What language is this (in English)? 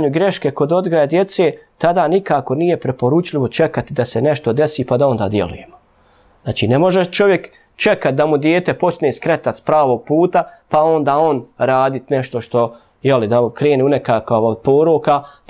Bosnian